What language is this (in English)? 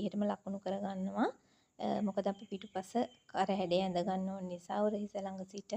Sinhala